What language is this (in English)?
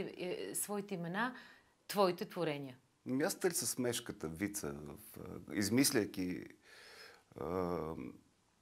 Bulgarian